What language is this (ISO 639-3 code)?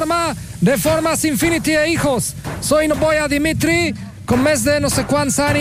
cat